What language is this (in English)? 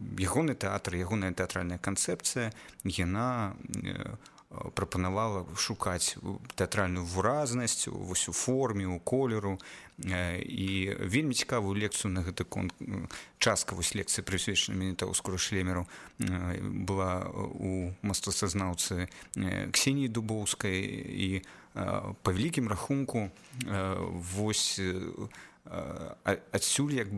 Belarusian